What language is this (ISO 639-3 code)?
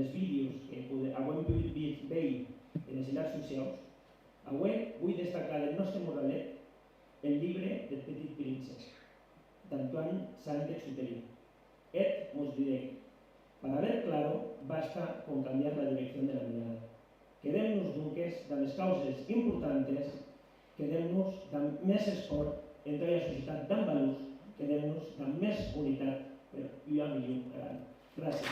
oci